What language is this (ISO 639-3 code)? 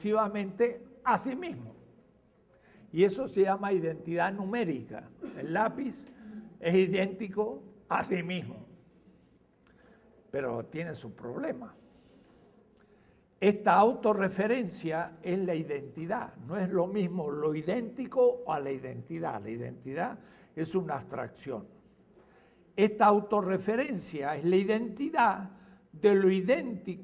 spa